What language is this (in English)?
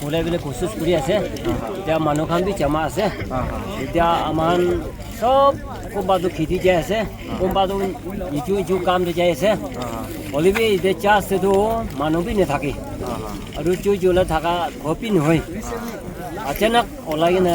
Naga Pidgin